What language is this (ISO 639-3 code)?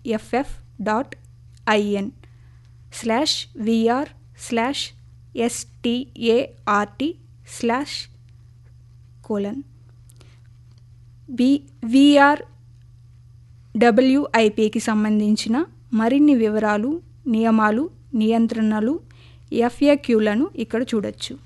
tel